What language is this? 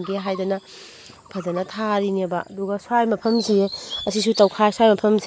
Manipuri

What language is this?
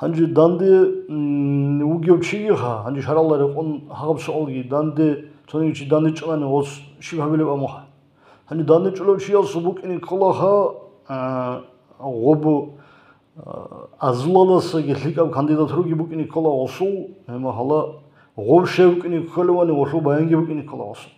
Avaric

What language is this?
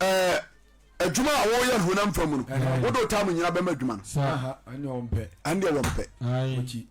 Akan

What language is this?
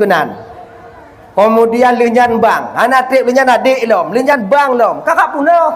Achinese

